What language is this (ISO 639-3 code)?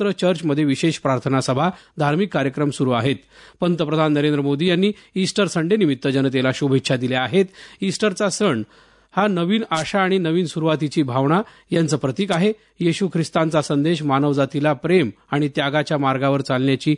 mar